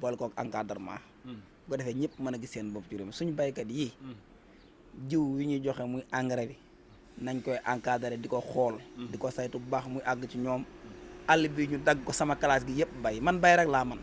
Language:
Wolof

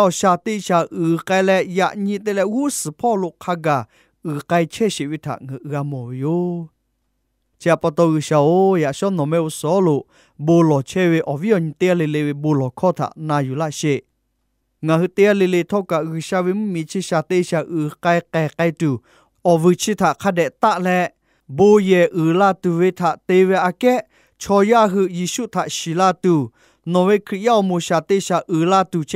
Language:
Lahu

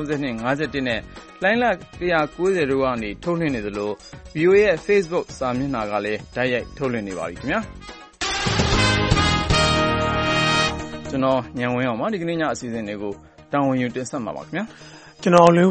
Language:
Burmese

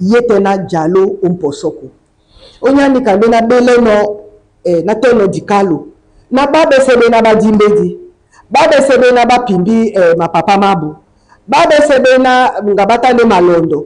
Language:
Duala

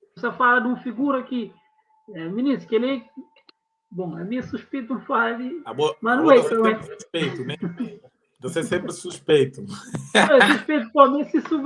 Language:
Kabuverdianu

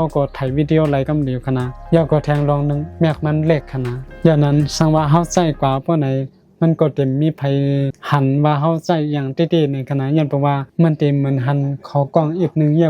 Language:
Shan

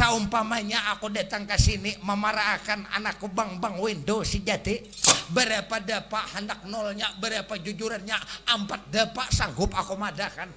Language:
Banjar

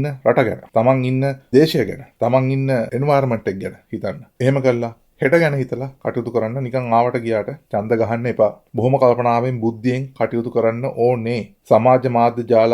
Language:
Sinhala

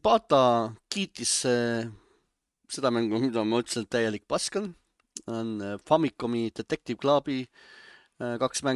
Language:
Estonian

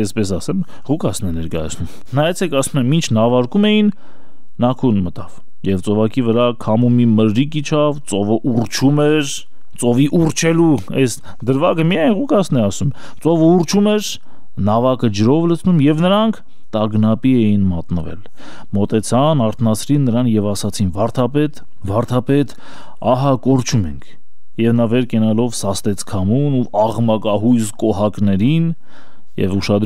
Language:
Armenian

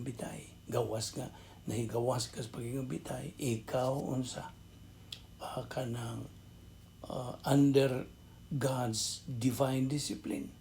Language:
Cebuano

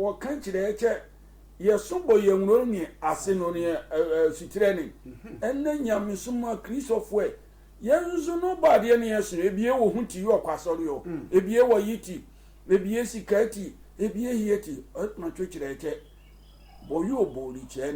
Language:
Sehwi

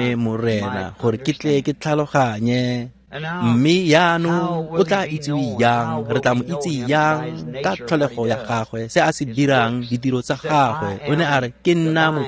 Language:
Tswana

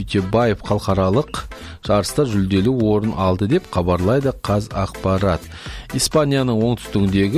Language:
Kazakh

